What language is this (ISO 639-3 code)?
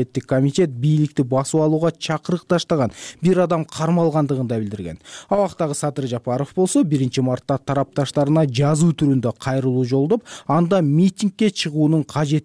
kir